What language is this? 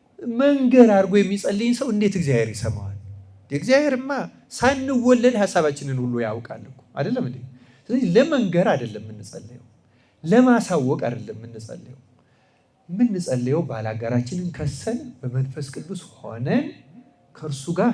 Amharic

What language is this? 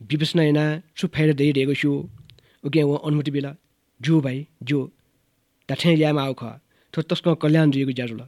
Newari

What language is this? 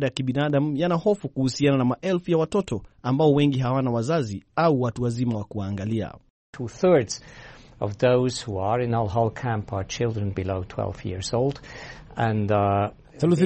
Swahili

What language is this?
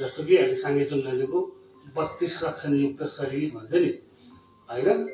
Nepali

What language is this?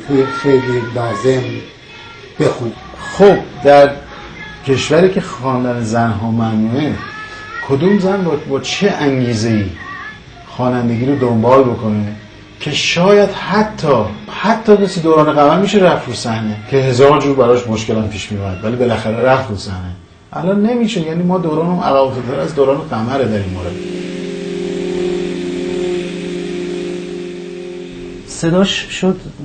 Persian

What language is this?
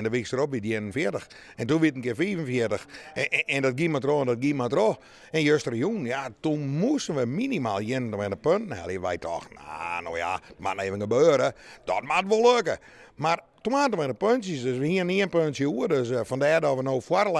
Western Frisian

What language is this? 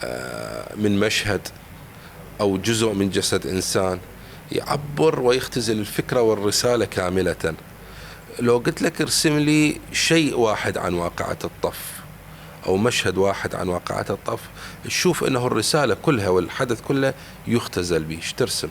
Mesopotamian Arabic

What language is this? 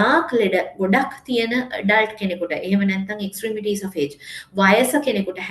Sinhala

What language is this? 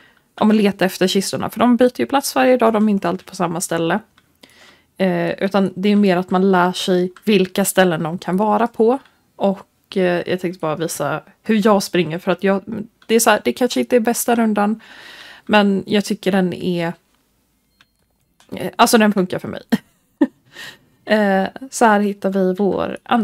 Swedish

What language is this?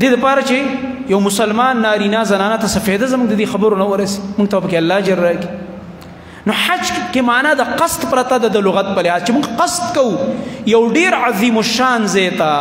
Pashto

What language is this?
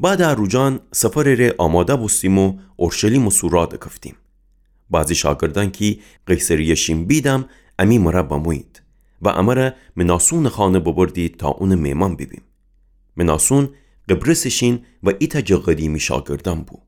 Gilaki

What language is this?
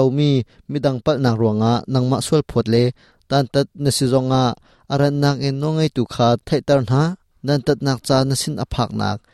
Hakha Chin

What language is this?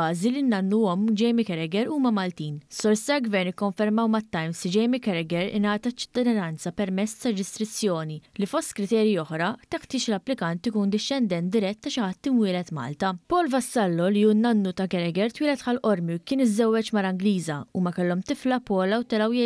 Maltese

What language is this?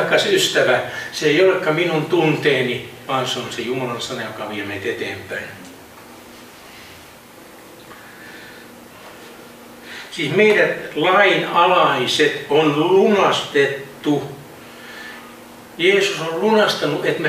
Finnish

